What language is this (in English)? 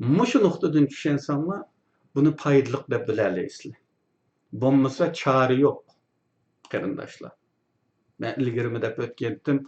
Uyghur